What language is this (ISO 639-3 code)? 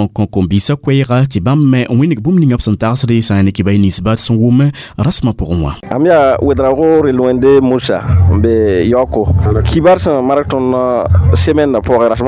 mos